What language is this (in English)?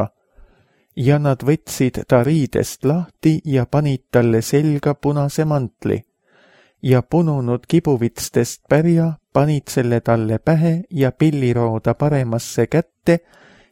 Estonian